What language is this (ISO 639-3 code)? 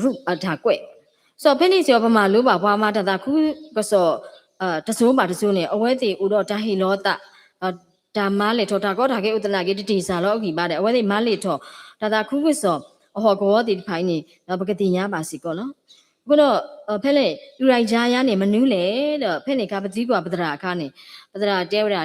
ksw